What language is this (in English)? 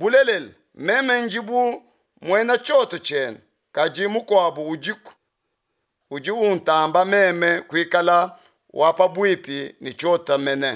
Luba-Lulua